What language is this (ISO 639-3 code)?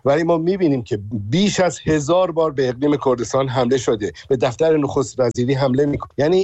fas